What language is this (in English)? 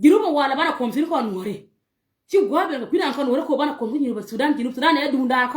Nuer